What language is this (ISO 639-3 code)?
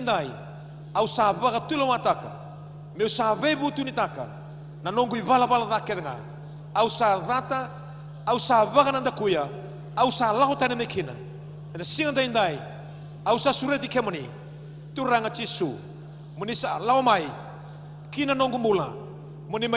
fij